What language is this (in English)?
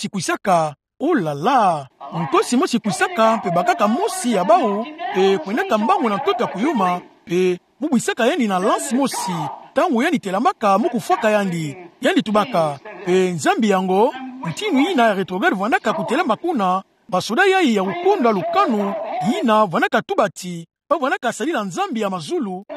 Kituba (Democratic Republic of Congo)